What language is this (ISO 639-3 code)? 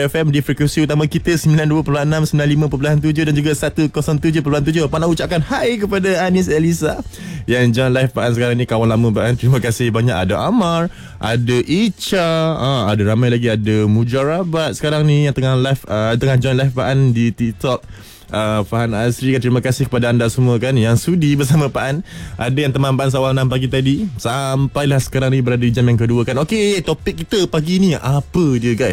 msa